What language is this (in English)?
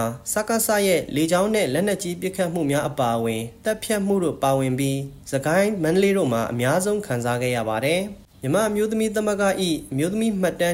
Burmese